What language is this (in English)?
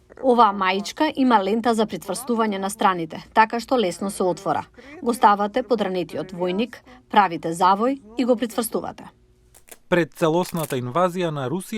Macedonian